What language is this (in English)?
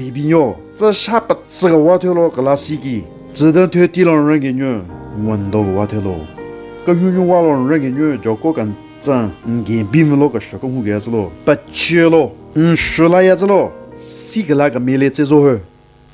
Southern Rengma Naga